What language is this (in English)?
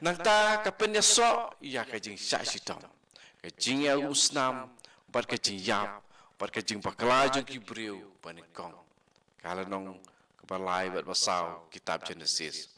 Khasi